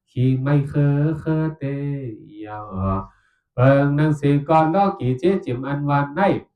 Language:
Shan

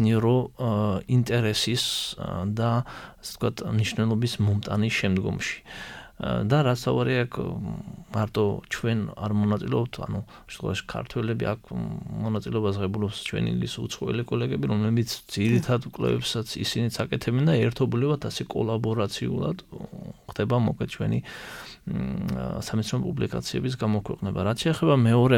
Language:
Georgian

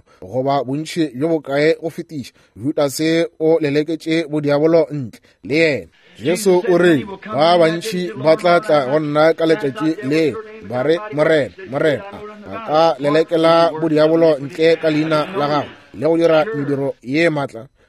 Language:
Northern Sotho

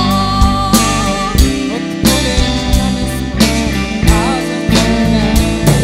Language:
Czech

